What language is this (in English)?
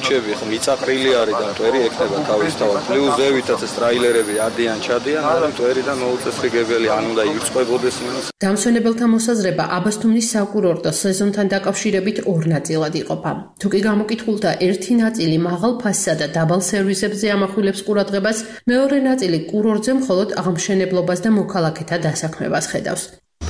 Georgian